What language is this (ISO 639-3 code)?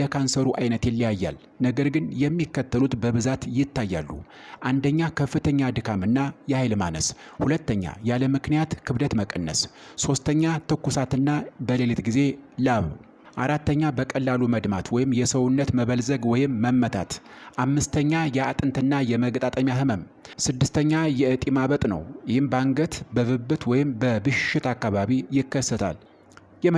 amh